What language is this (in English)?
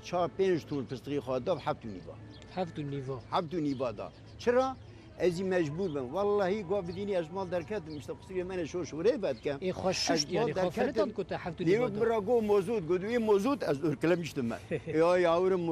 Kurdish